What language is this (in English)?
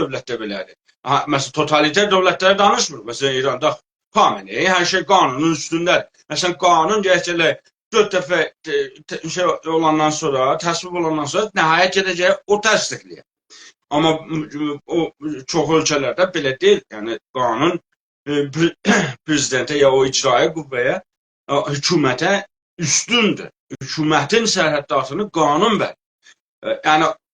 South Azerbaijani